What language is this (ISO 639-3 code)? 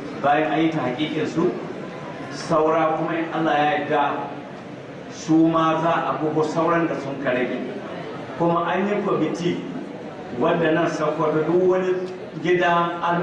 hau